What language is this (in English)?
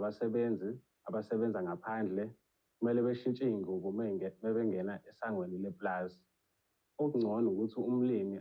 Zulu